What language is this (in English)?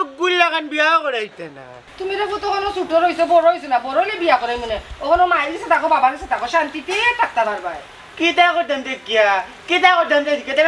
Sylheti